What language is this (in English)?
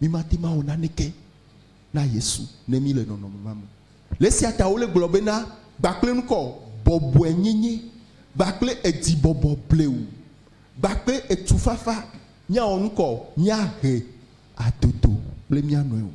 Ewe